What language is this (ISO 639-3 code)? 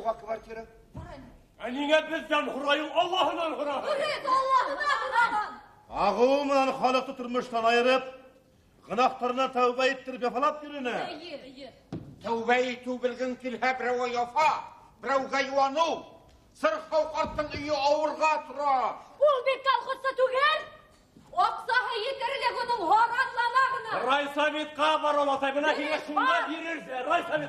bak